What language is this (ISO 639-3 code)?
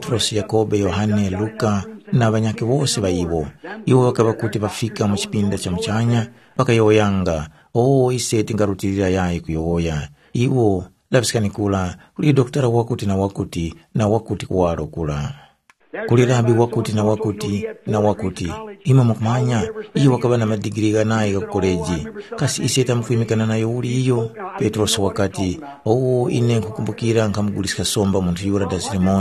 tum